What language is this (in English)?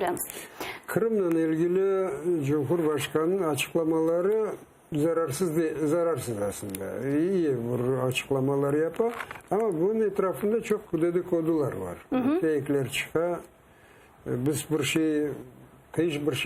Crimean Tatar